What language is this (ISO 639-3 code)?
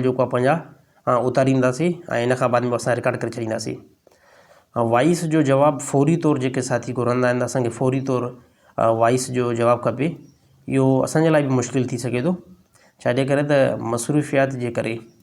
snd